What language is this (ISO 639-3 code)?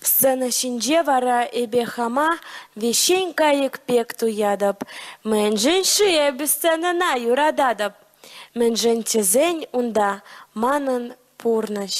chv